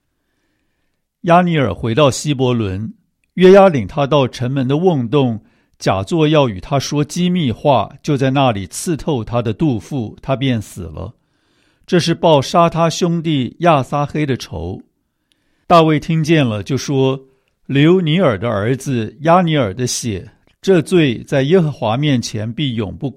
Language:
Chinese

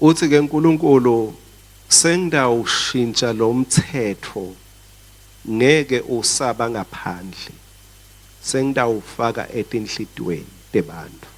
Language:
Swati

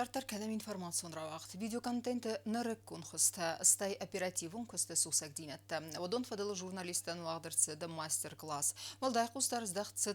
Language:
Ossetic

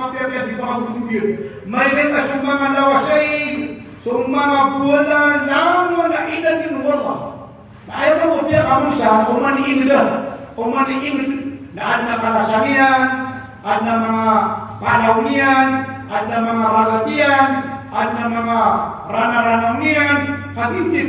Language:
Maranao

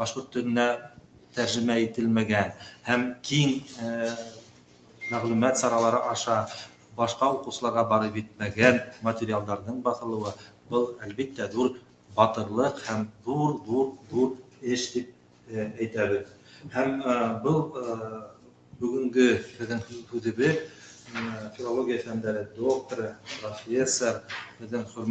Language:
Bashkir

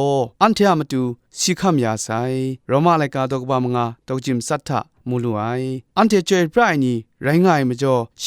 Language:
Kachin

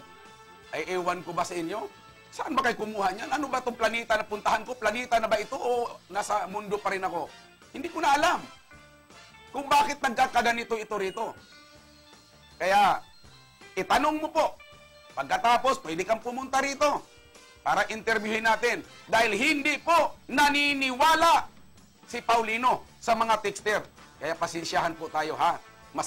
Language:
Filipino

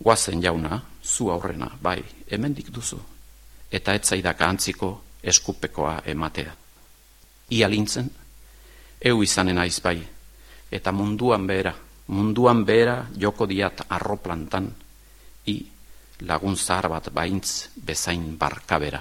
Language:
Basque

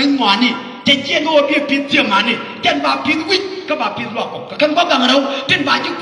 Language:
Nuer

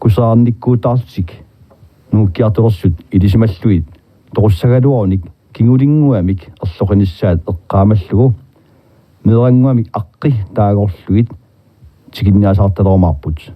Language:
Kalaallisut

